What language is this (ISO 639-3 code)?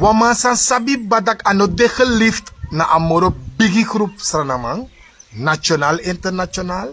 srn